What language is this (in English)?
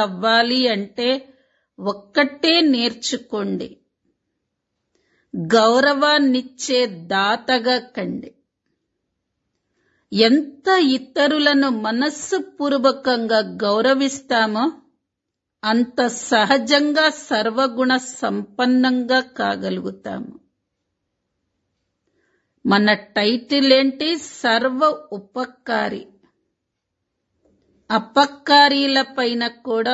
Telugu